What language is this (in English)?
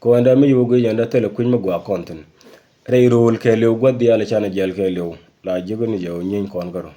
Nuer